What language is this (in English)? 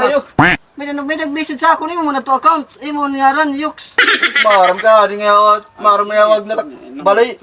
Waray